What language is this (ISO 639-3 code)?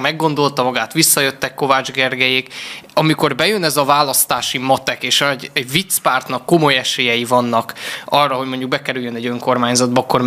hun